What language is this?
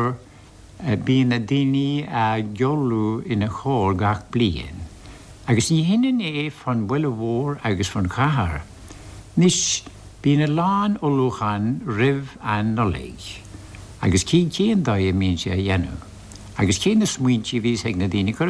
Irish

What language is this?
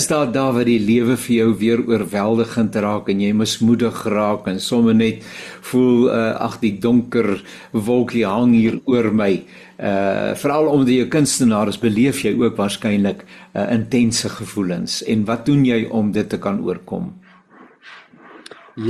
Afrikaans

